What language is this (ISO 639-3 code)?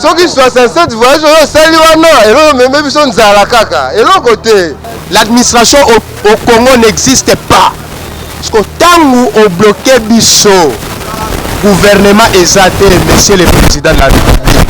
lin